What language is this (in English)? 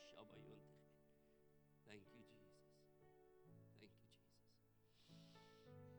Afrikaans